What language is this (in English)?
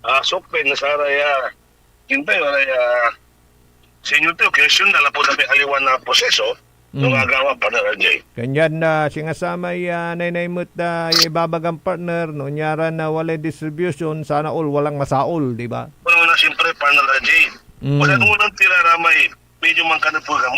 Pangasinan